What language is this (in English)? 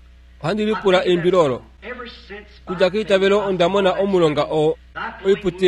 Kuanyama